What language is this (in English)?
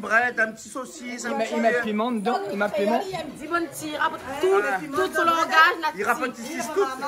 Réunion Creole French